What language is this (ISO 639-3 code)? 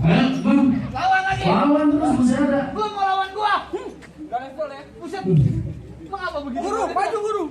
bew